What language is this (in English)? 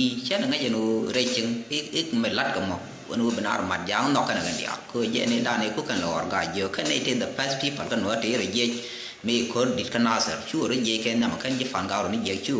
Nuer